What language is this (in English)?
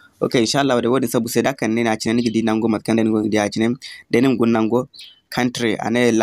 Zarma